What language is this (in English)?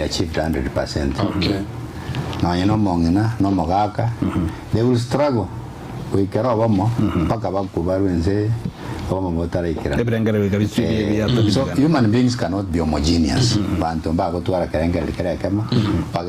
Gusii